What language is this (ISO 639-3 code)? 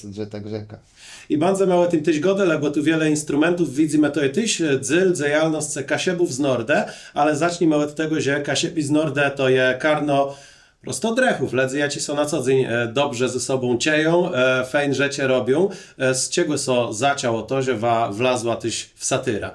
csb